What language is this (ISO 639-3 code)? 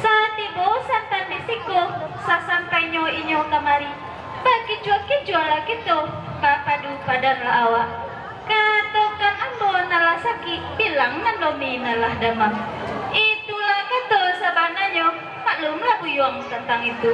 min